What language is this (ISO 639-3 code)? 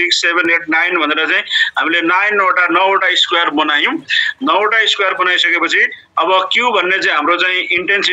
nep